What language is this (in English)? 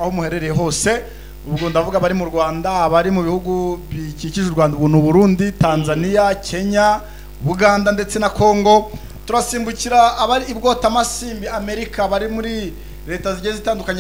Kinyarwanda